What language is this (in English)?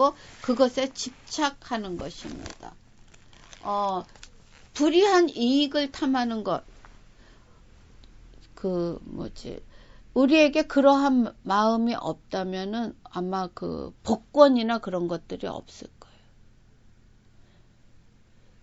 Korean